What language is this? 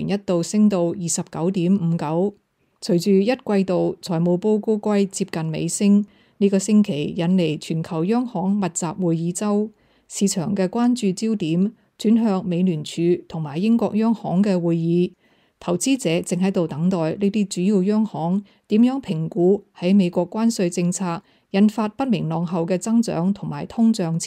Cantonese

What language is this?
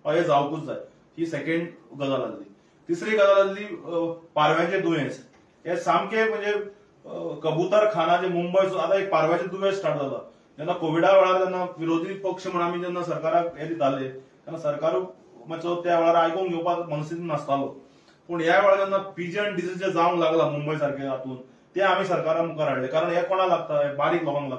Konkani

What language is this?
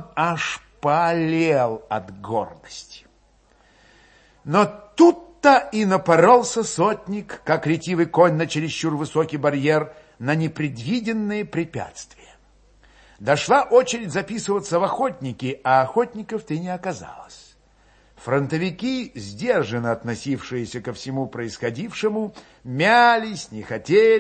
Russian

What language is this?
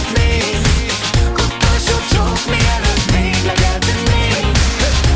Hungarian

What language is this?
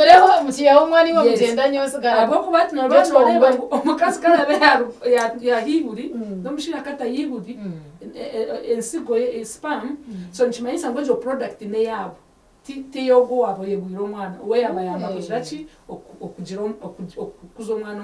Nyankole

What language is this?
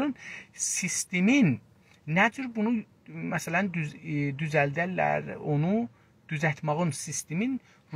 South Azerbaijani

